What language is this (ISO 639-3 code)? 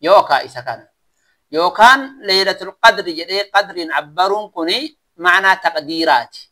orm